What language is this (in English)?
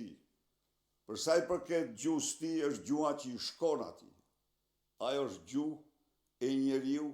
Albanian